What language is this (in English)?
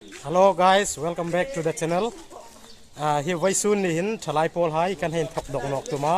Hmar